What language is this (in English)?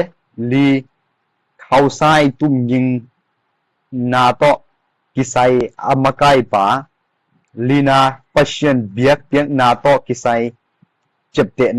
Tedim Chin